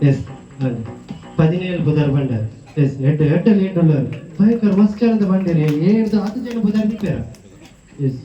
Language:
Tulu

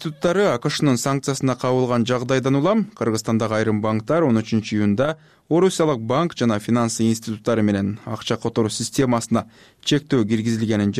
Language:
Kyrgyz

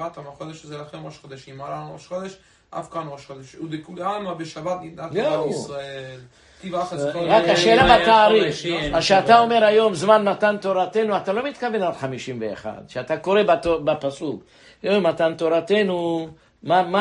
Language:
Hebrew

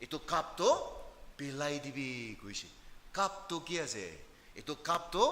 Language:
Naga Pidgin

